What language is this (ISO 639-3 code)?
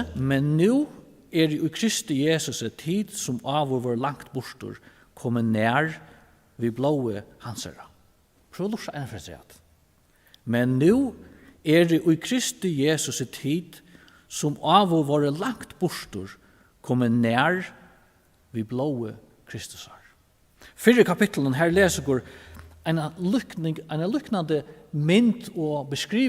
fao